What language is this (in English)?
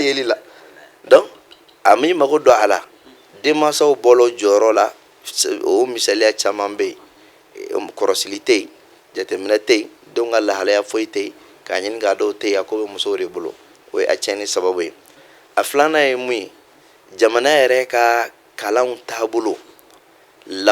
Bambara